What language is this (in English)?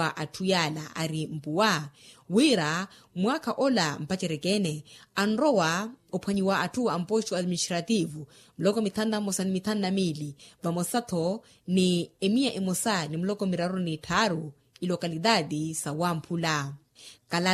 Makhuwa